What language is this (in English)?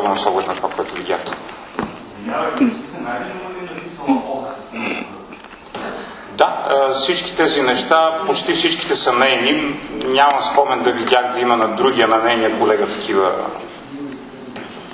Bulgarian